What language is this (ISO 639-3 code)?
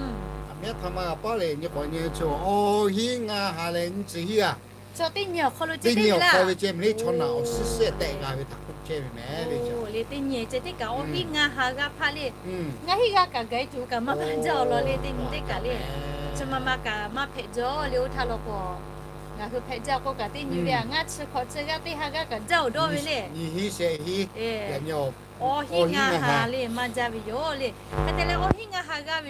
lhu